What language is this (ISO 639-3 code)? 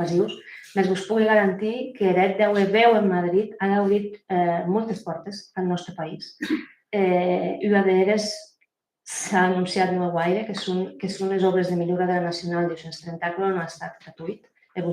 oci